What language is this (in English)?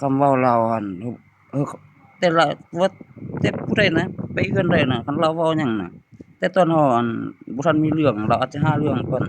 Lao